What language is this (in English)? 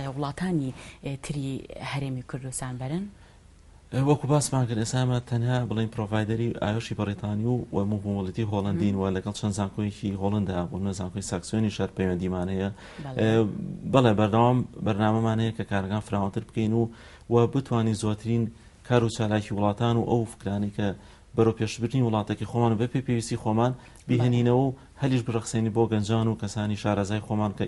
Central Kurdish